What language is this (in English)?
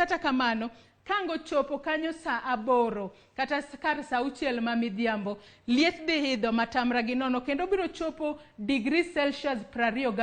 Luo (Kenya and Tanzania)